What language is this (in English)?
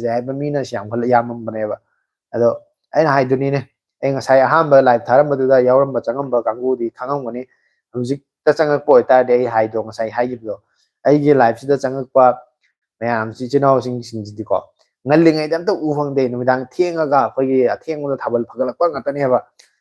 Manipuri